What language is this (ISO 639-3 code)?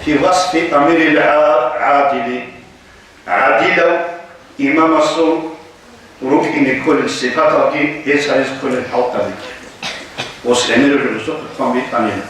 ava